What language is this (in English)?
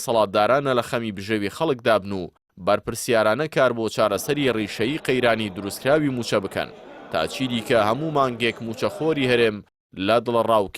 Central Kurdish